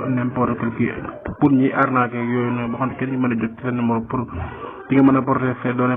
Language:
Wolof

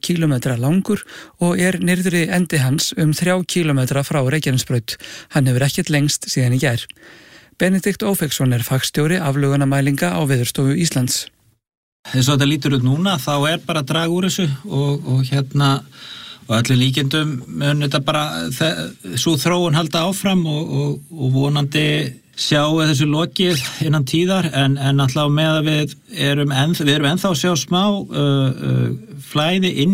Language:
Icelandic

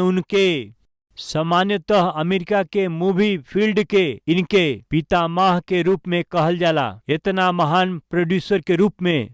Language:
Bhojpuri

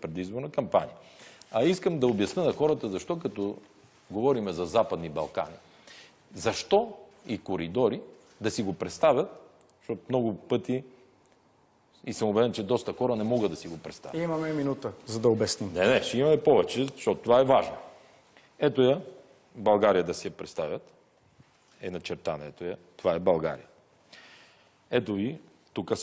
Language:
Bulgarian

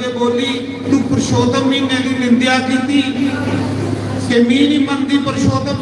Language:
Dogri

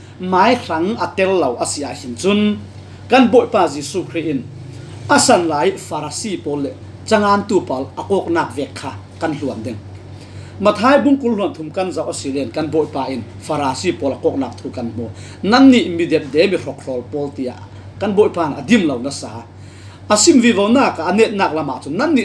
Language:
Falam Chin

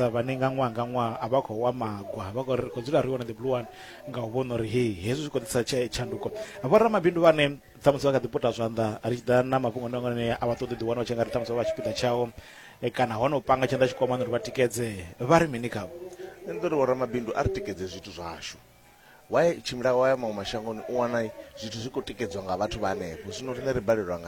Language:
Venda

